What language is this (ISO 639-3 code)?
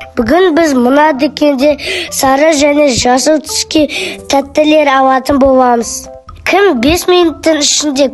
kaz